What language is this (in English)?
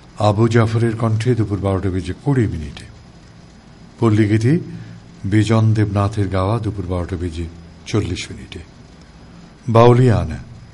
Bangla